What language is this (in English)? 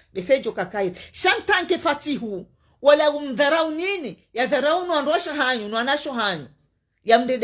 Ngazidja Comorian